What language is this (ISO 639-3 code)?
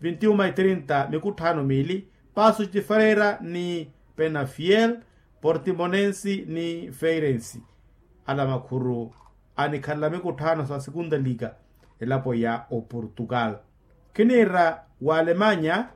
vmw